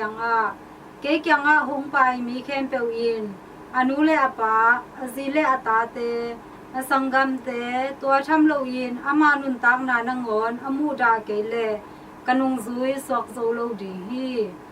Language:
Tedim Chin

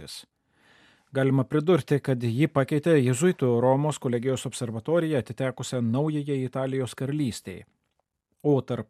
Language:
Lithuanian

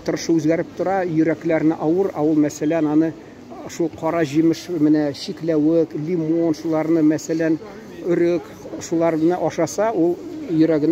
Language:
Tatar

